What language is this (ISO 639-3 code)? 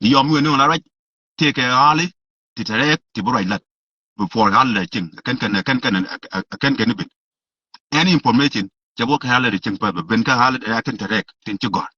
nus